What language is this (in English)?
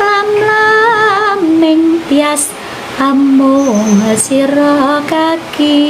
Javanese